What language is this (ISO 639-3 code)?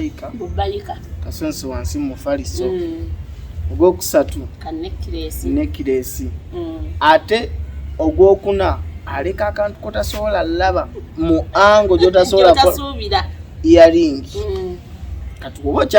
lug